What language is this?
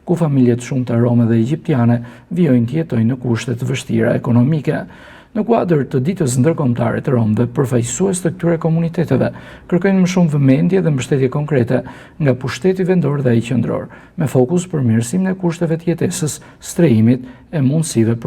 Albanian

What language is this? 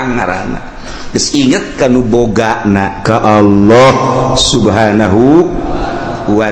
Sundanese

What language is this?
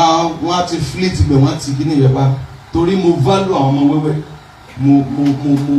Yoruba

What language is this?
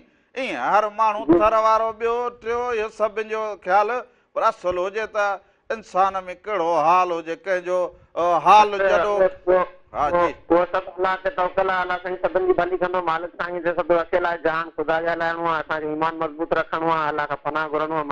Sindhi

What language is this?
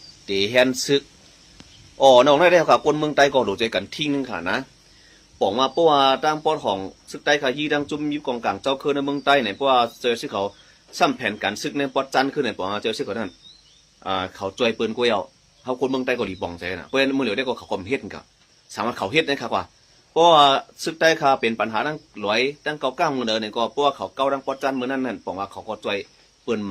Shan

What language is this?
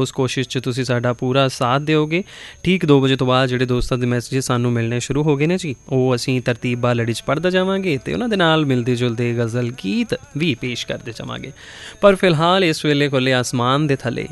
Punjabi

